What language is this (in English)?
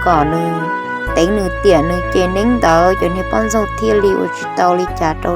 Hmong